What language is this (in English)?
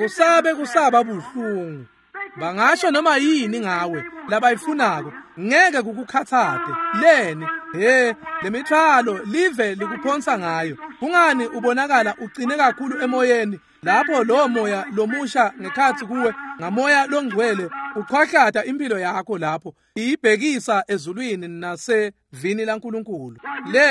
Swati